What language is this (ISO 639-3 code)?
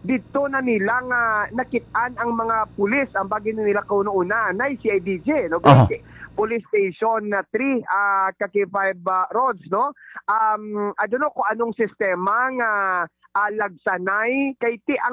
hil